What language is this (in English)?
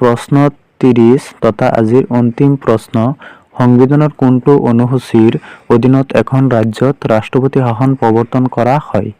Assamese